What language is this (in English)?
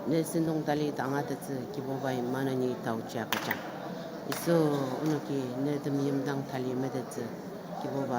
Ao Naga